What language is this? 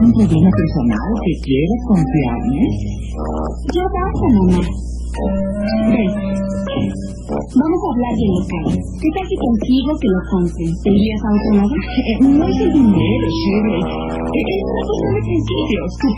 Spanish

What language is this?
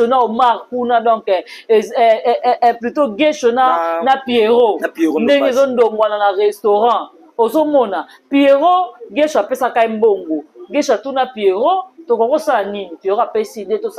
Lingala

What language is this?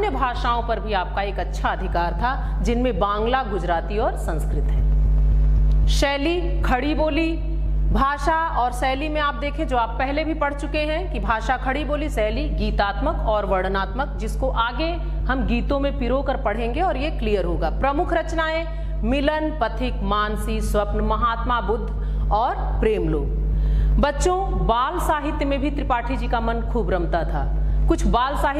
Hindi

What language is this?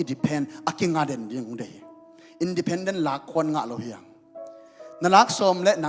Tedim Chin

